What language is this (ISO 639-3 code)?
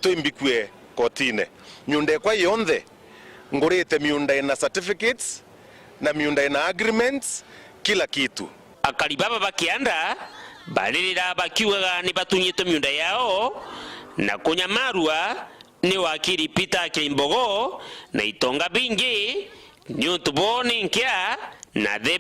mer